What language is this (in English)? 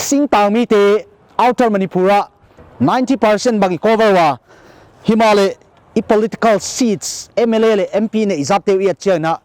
Paite Chin